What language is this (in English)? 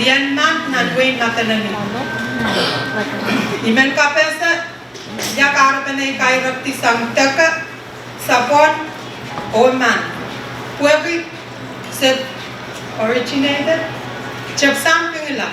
Pohnpeian